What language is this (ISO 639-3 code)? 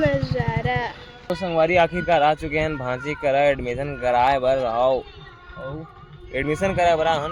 hne